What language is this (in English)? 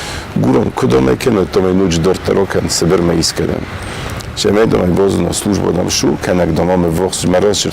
Ossetic